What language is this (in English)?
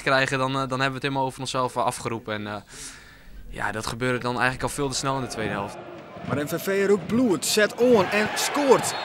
Western Frisian